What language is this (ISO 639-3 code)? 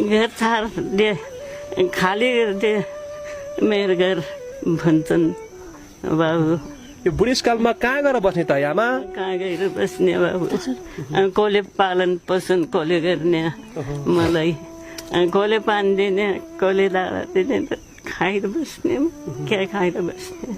nep